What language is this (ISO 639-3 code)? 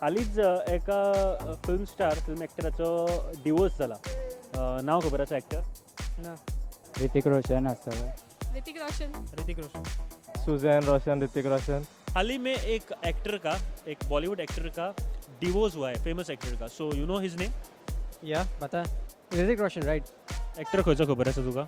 kok